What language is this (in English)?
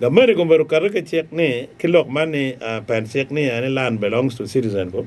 Acoli